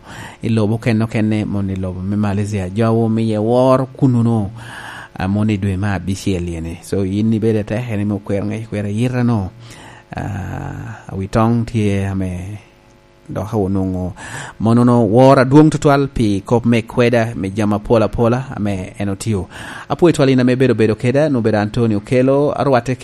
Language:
Lango (Uganda)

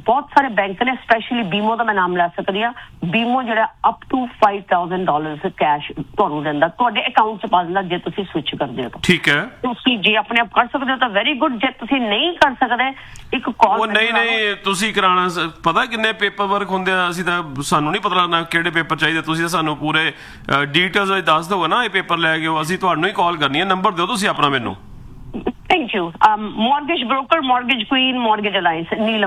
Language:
Punjabi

